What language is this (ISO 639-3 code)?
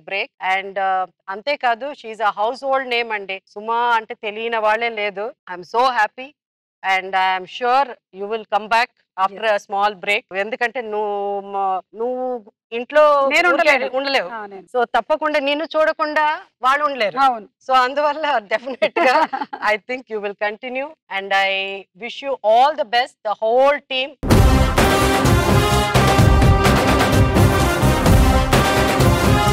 tel